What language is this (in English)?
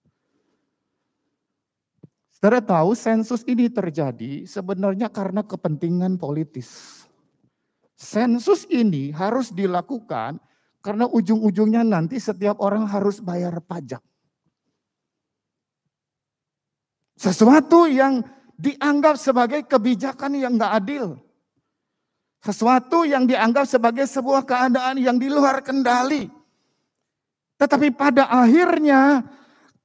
Indonesian